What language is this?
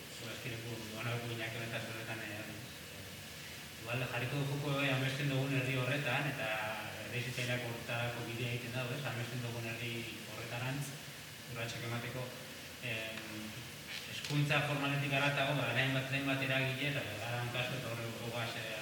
Basque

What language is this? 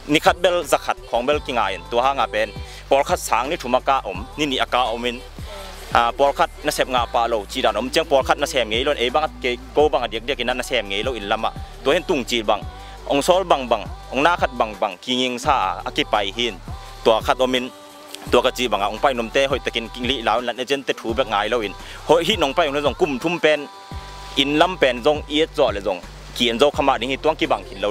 Tedim Chin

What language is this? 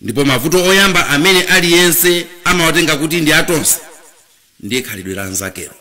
Nyanja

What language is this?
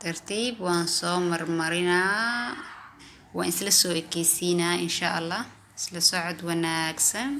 Somali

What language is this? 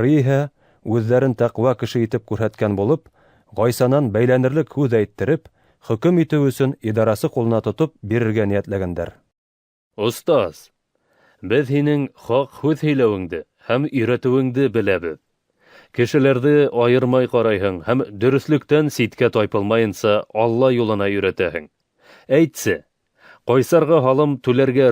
Bashkir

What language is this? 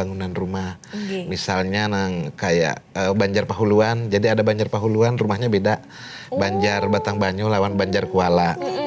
Banjar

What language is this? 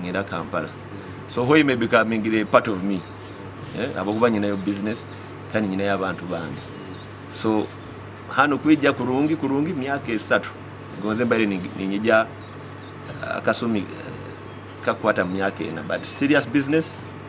Nyoro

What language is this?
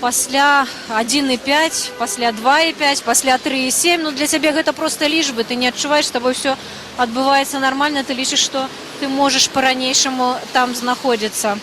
Belarusian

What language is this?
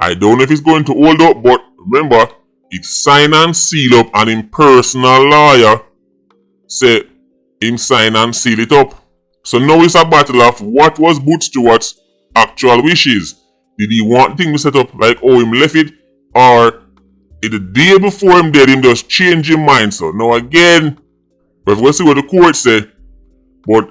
Jamaican Creole English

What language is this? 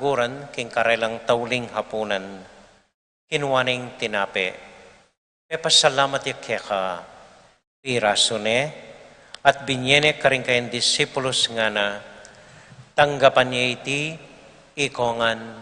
Pampanga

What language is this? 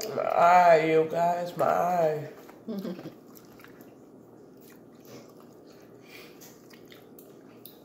English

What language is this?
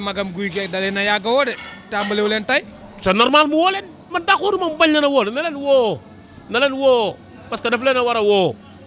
Wolof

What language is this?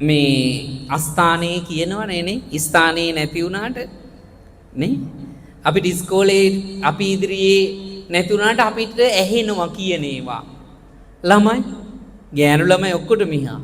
Sinhala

